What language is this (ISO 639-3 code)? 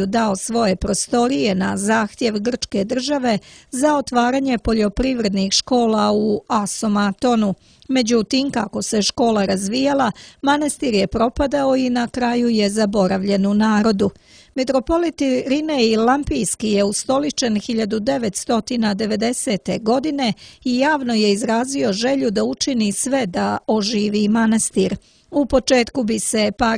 srp